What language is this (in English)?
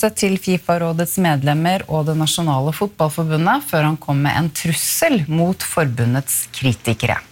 Norwegian